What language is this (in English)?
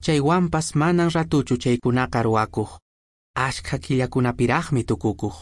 Quechua